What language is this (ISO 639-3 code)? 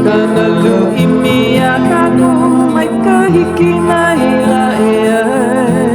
haw